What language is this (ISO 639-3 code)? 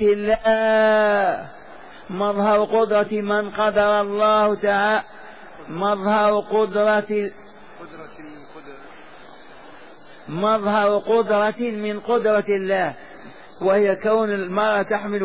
ara